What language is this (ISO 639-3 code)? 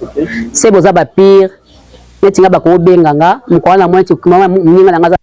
lin